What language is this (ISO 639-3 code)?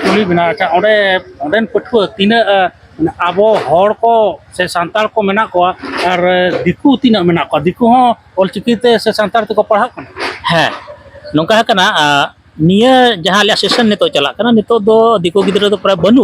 sat